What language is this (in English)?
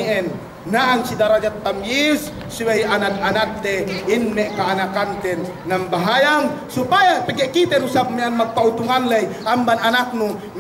Yakan